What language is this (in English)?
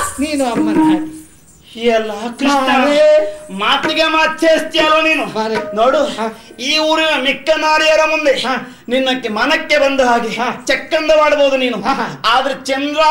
Kannada